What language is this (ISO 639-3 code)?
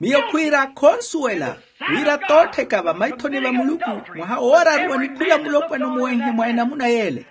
vmw